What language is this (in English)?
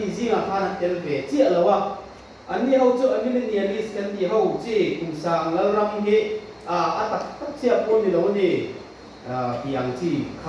Mizo